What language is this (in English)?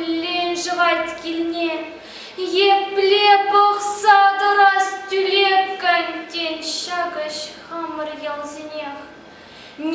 Chuvash